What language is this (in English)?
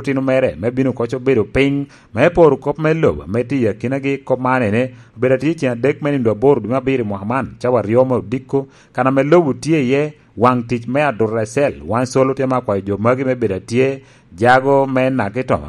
Lango (Uganda)